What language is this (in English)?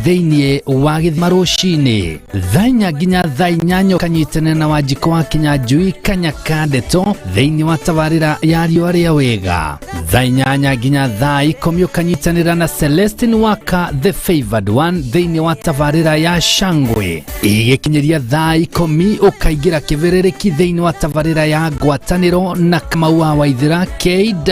Kikuyu